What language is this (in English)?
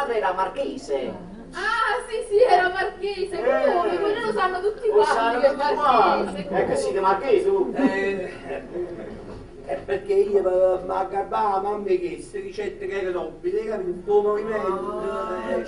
Neapolitan